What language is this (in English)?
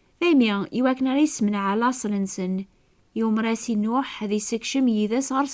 Kabyle